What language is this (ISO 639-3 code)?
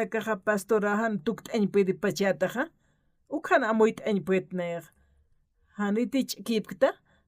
aym